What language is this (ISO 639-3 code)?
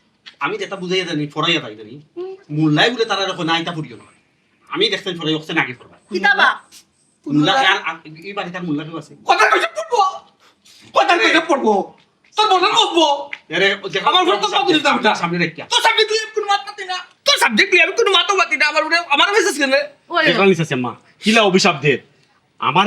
syl